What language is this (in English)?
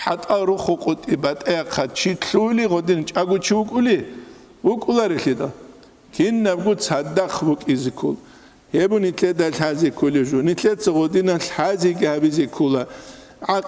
Avaric